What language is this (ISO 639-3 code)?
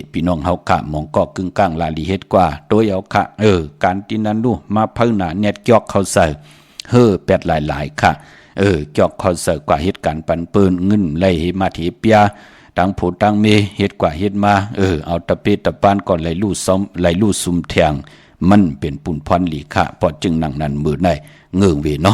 shn